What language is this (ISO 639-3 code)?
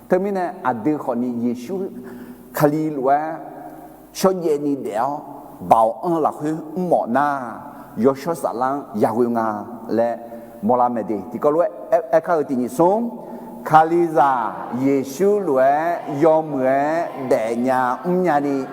ahk